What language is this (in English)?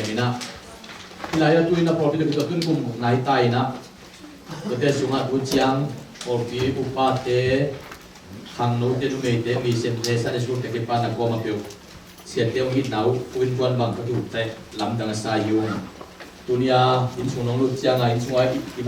Tedim Chin